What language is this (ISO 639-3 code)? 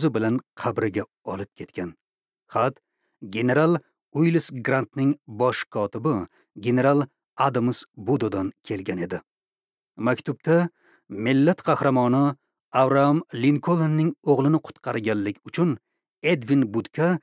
uzb